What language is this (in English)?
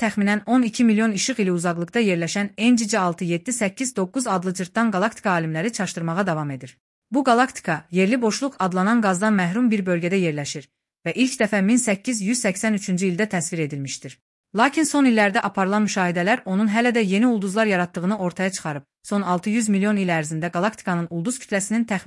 Azerbaijani